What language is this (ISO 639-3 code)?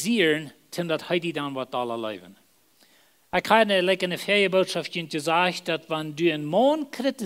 pdt